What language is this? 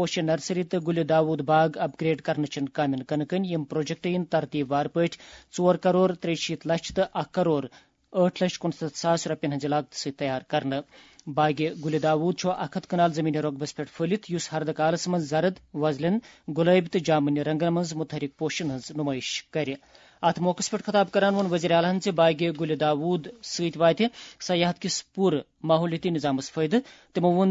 Kashmiri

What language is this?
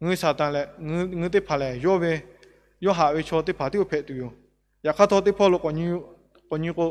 Lahu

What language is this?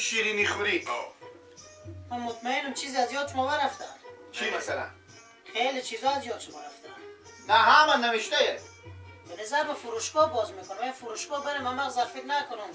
Persian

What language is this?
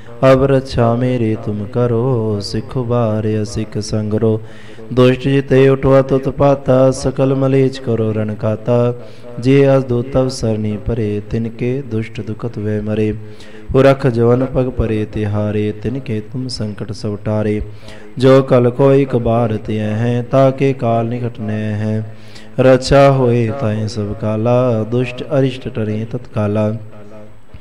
Punjabi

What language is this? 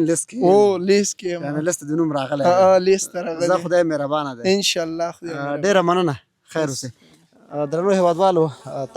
Pashto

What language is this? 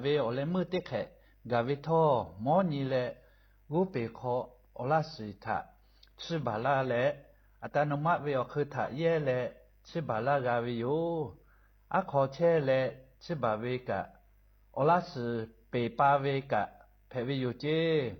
Lahu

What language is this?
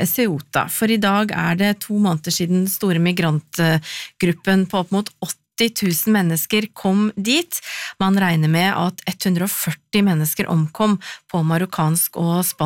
Norwegian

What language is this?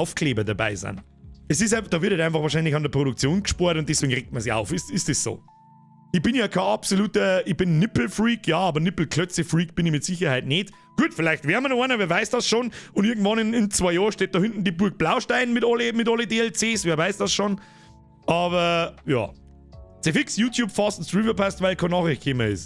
Bavarian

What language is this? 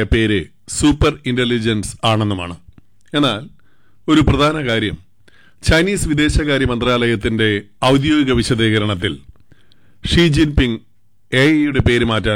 Malayalam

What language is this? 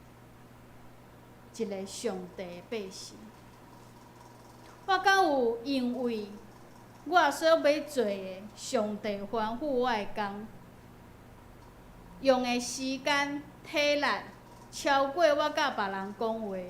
Min Nan Chinese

